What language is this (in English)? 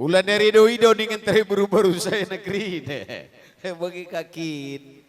Batak Karo